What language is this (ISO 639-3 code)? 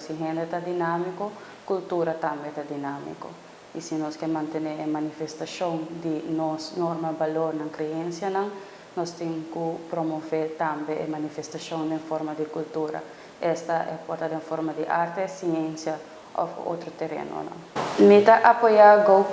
pap